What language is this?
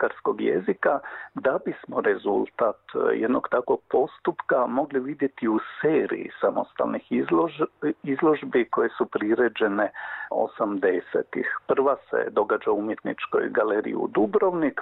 Croatian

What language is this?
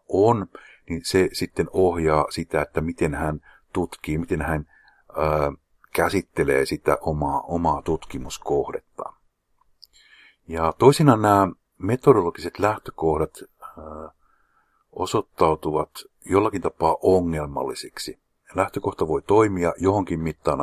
Finnish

